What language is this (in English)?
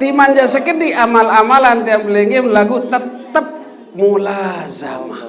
Sasak